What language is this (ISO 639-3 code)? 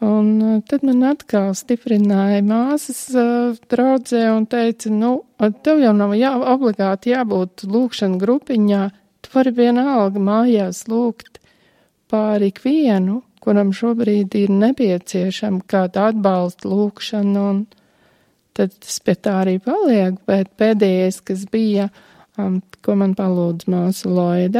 lav